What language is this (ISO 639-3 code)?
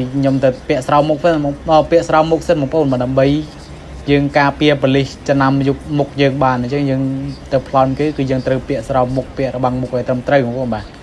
khm